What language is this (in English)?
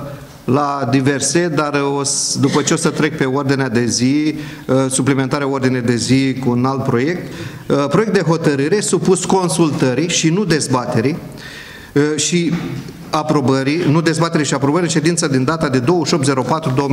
Romanian